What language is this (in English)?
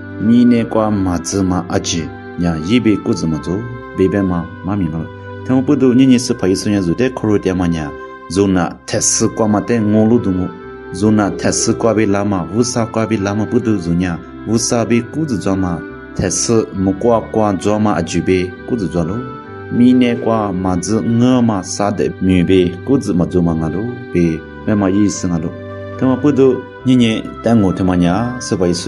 Lisu